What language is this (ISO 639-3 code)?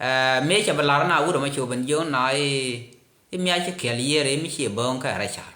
nus